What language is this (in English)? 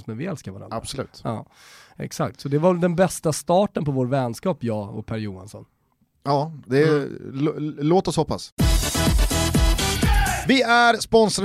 Swedish